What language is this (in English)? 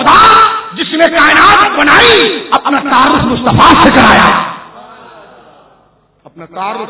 Urdu